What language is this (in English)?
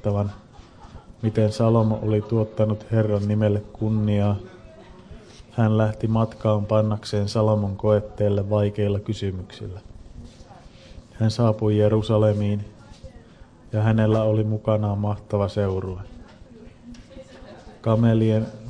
Finnish